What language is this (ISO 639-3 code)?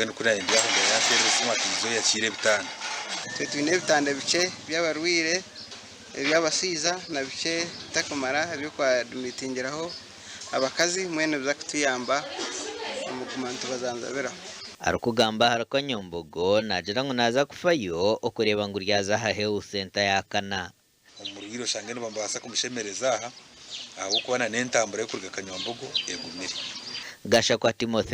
nyn